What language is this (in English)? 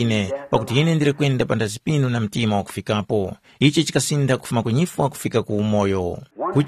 Tumbuka